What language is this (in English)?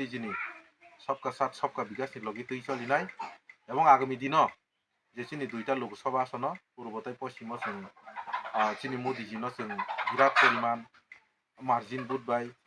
Kok Borok